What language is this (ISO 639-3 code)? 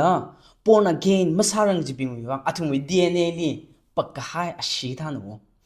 nmf